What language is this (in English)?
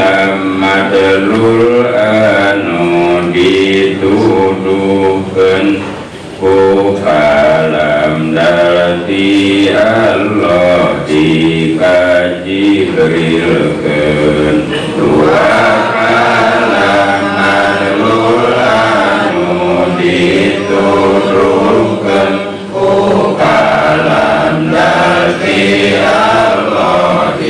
Sundanese